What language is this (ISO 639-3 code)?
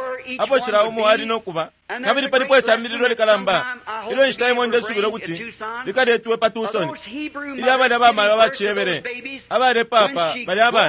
bem